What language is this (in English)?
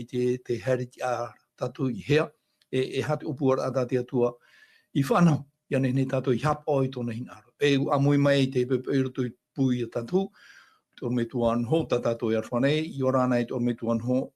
Tahitian